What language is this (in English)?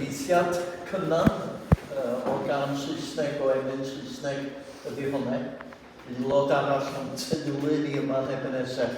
Welsh